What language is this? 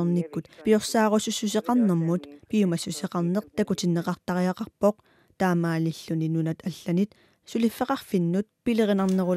Kalaallisut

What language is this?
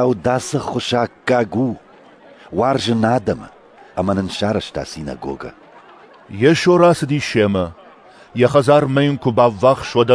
Ossetic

